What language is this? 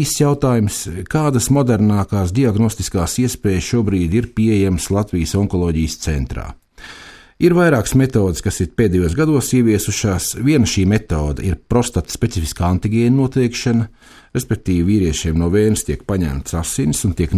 Latvian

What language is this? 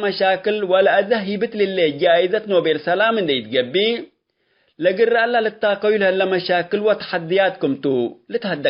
Tigre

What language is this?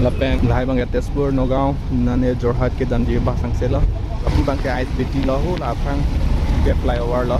Karbi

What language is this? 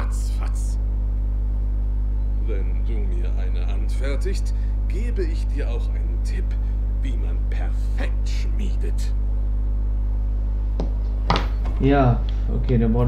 German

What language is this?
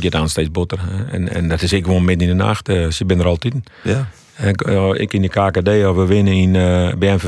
Western Frisian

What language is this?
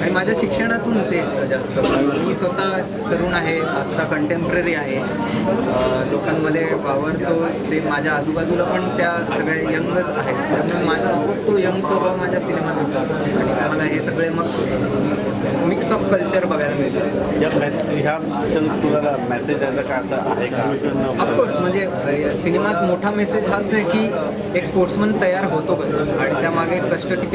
Marathi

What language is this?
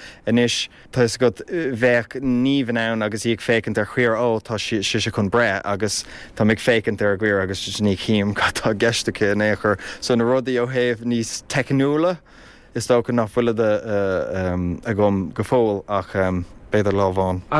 Irish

